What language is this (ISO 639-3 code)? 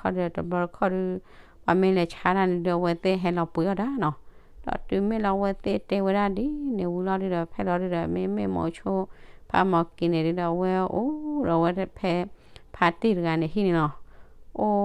ksw